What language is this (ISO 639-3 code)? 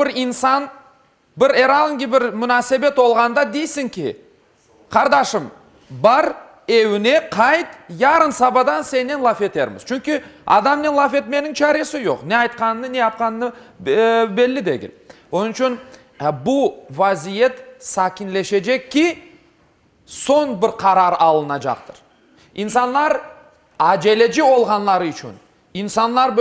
crh